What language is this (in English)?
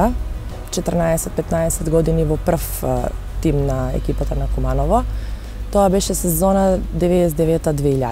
Macedonian